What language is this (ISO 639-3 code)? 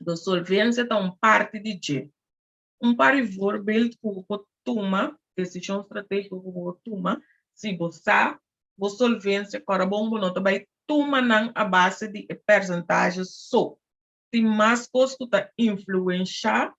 pap